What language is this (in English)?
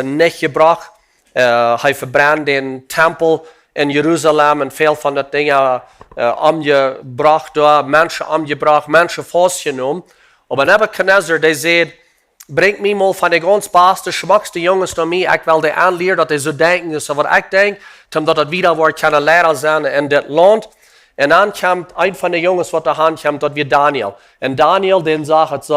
Plautdietsch